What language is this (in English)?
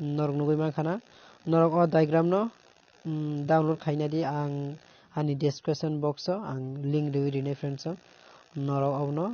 Kok Borok